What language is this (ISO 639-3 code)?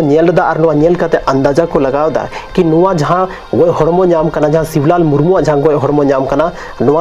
sat